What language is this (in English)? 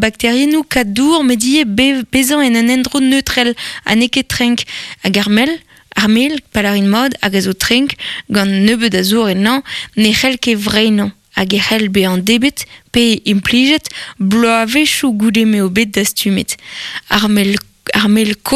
Breton